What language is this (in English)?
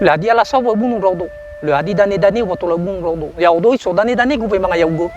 Nias